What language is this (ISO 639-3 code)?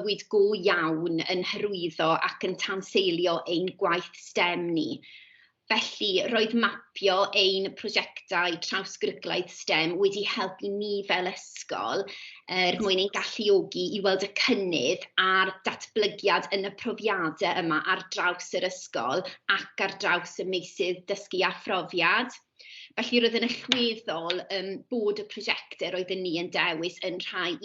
cym